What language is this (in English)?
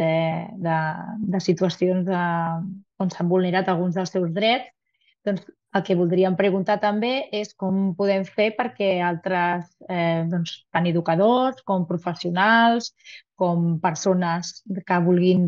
Catalan